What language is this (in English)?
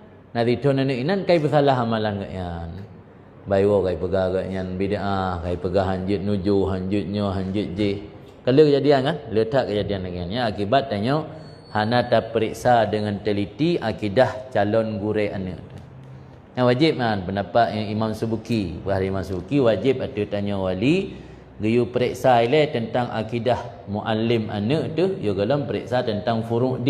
Achinese